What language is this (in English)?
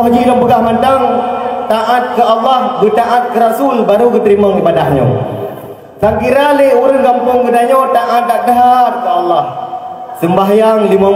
Achinese